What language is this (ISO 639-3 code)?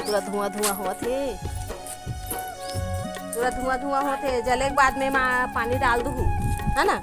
hne